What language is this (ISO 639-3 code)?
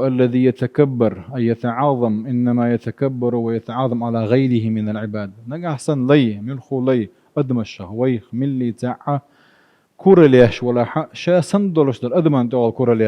che